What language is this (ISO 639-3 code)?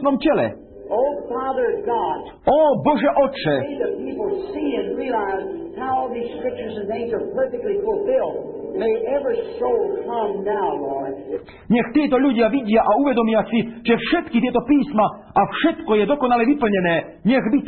slk